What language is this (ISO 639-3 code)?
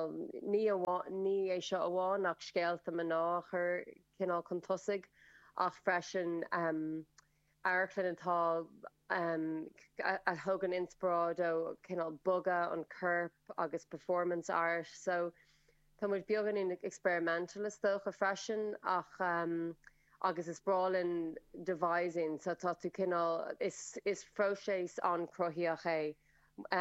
gle